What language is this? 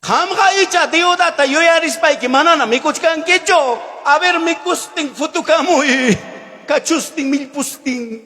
Ayacucho Quechua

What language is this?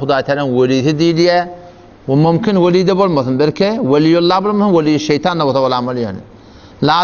Turkmen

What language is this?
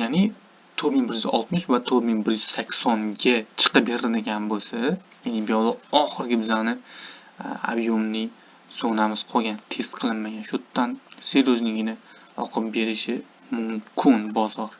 Uzbek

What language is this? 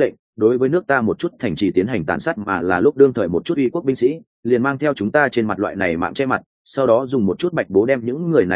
Vietnamese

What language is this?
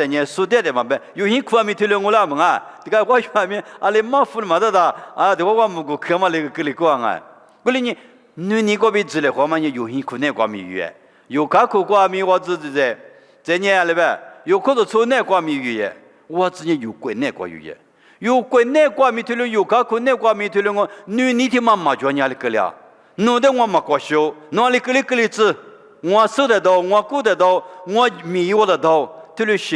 Lisu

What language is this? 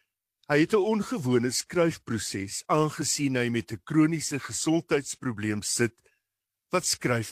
Afrikaans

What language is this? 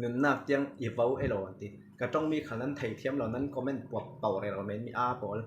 Falam Chin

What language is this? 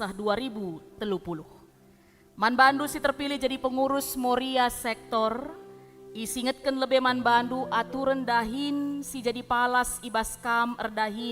Batak Karo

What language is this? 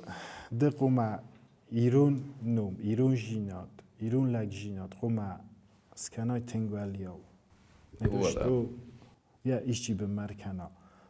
Ossetic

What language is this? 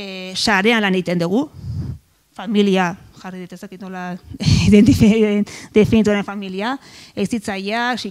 Basque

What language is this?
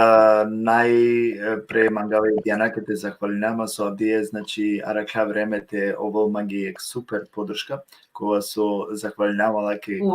Balkan Romani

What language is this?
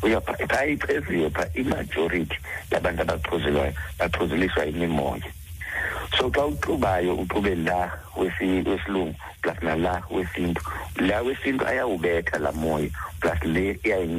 Xhosa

